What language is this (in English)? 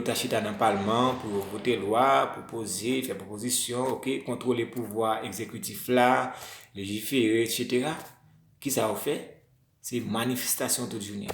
Haitian Creole